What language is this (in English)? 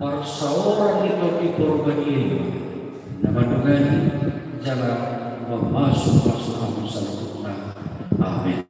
Batak Toba